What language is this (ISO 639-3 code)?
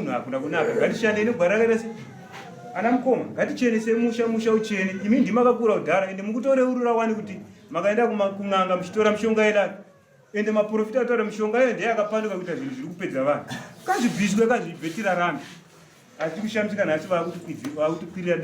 sna